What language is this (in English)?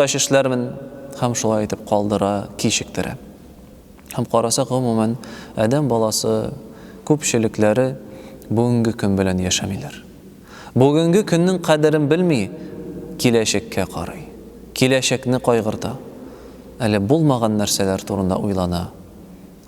Tatar